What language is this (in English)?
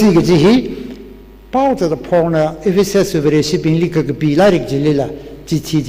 Tangkhul Naga (India)